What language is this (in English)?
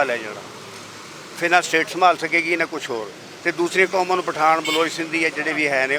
Western Panjabi